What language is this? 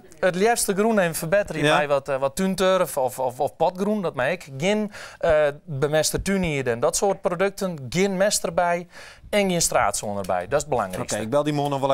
Western Frisian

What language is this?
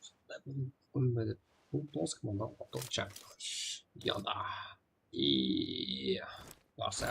Kara-Kalpak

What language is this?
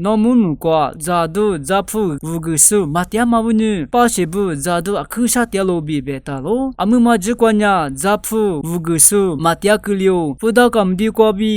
Lisu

